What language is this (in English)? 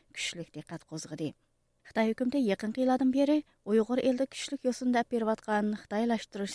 Uyghur